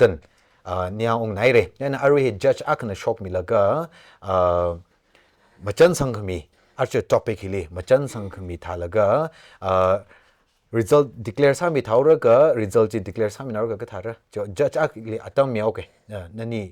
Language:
Tangkhul Naga (India)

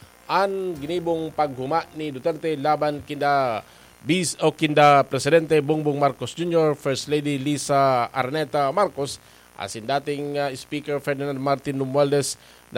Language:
Bikol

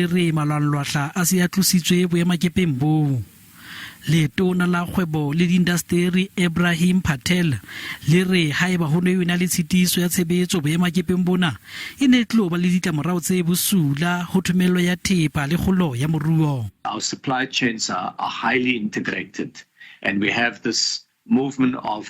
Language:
Southern Sotho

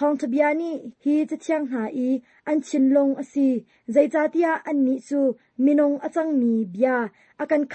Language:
Hakha Chin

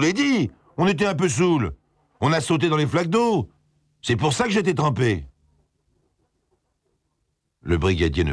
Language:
French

